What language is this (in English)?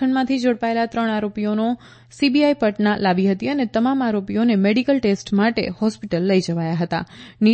Gujarati